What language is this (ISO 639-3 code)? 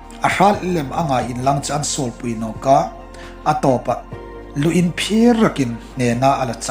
hmr